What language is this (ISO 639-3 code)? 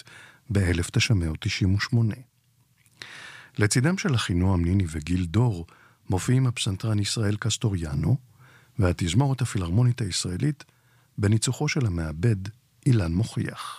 heb